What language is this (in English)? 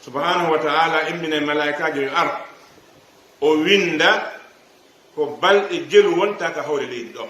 Fula